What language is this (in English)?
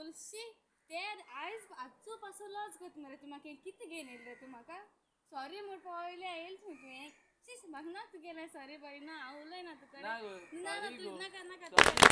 Konkani